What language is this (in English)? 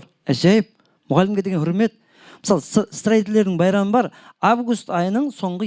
Kara-Kalpak